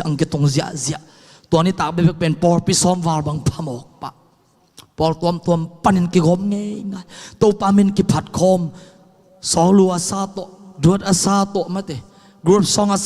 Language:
Tedim Chin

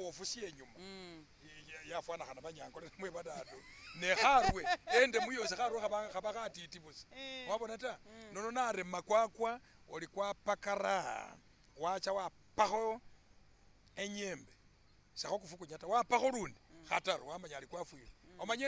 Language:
Masaaba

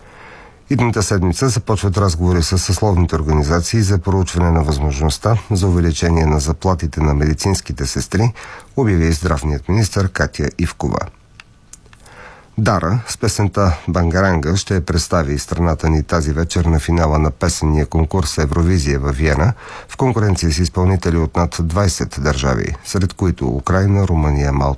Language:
Bulgarian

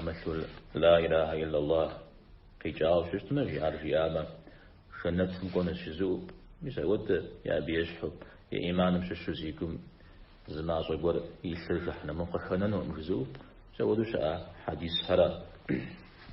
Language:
Kabardian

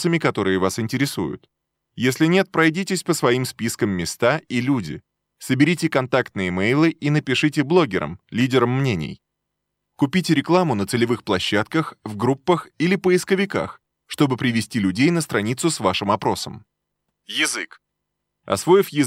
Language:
Russian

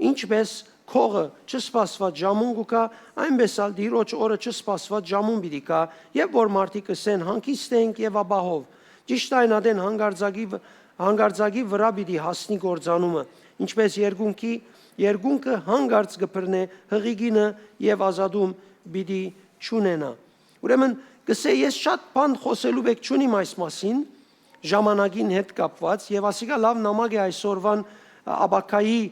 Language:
Western Armenian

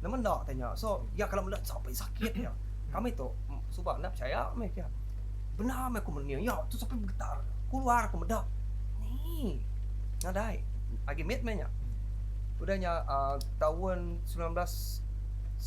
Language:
Iban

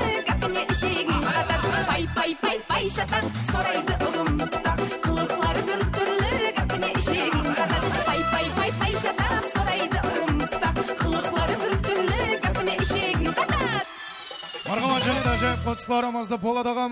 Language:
Kara-Kalpak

